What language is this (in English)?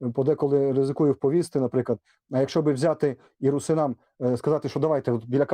Rusyn